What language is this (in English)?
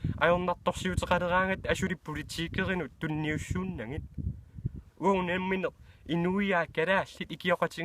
Kalaallisut